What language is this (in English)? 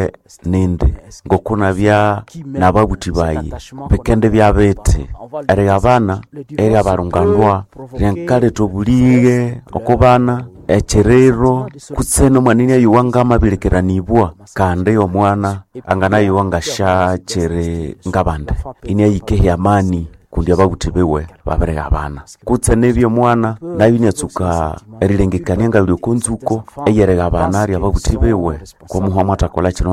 Nande